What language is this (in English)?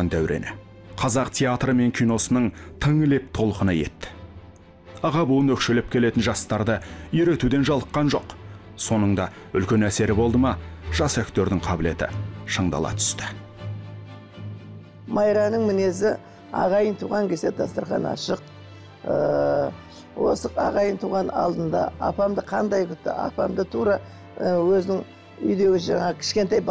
Kazakh